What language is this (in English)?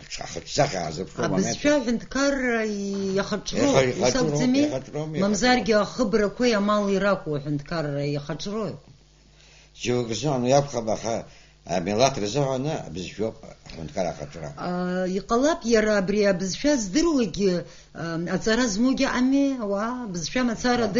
Abkhazian